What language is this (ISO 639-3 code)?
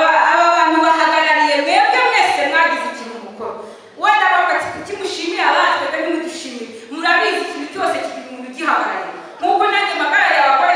kin